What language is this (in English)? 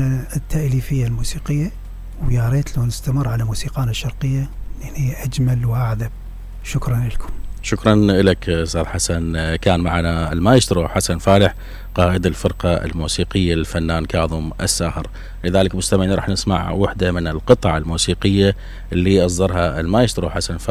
Mesopotamian Arabic